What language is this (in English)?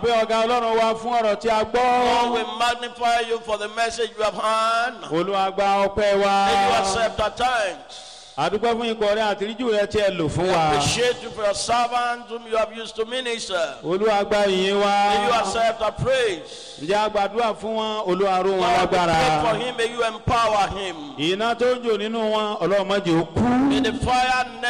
Yoruba